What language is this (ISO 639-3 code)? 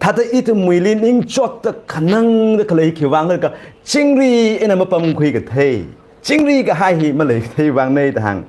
nmf